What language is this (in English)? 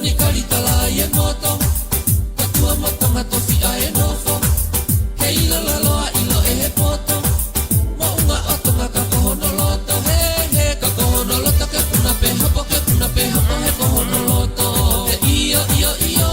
Tongan